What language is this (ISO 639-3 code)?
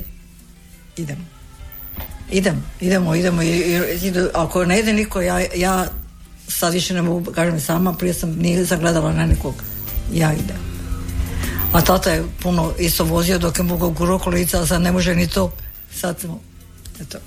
hrv